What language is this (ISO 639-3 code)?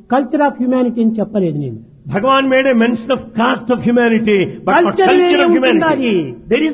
tel